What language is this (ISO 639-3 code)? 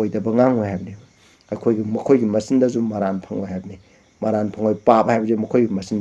mni